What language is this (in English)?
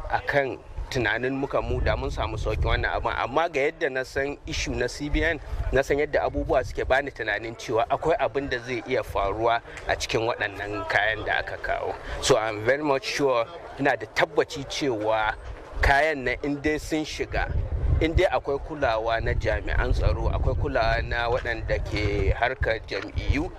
Hausa